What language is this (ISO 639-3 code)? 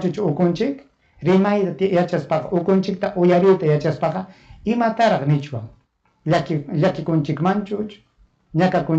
quy